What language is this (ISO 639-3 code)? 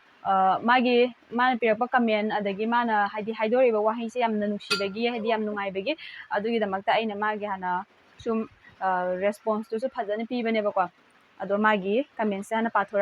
mni